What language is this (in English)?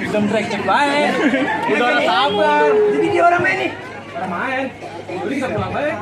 Betawi